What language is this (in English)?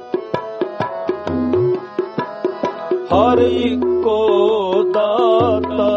Punjabi